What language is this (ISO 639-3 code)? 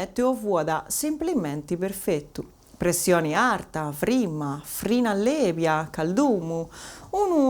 srd